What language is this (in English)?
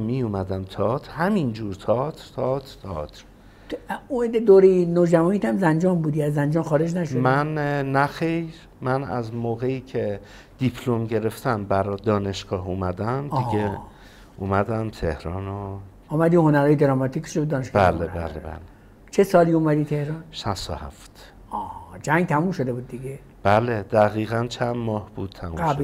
Persian